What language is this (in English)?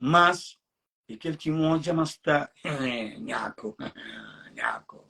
Kabuverdianu